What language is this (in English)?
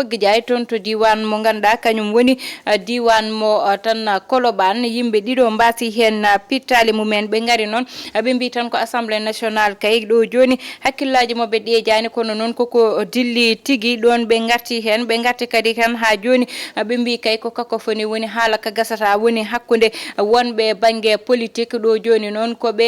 Fula